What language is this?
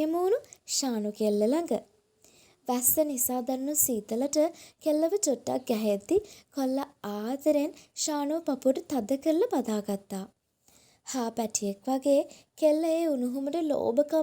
Sinhala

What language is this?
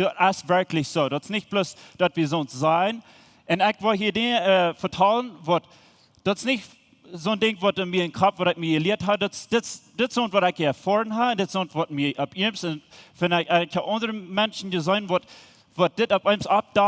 Plautdietsch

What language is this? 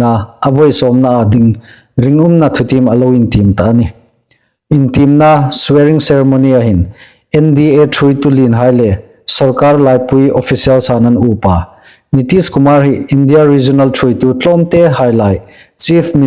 Hmar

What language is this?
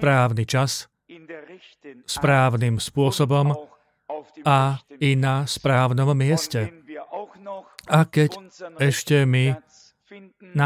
Slovak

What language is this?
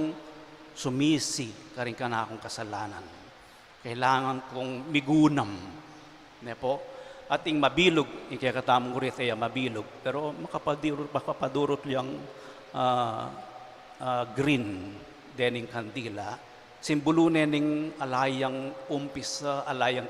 Pampanga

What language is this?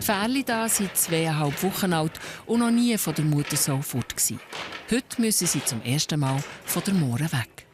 Swiss German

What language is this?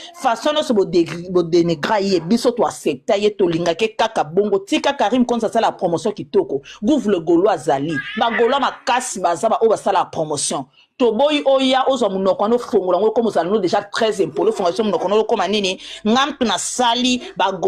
Lingala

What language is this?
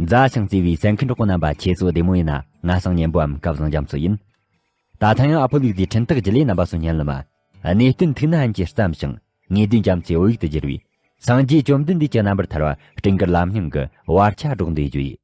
Tibetan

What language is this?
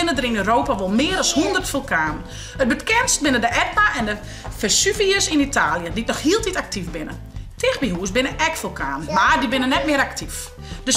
Western Frisian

